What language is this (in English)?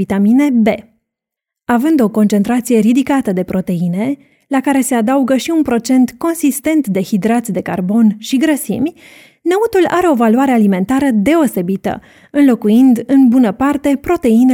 Romanian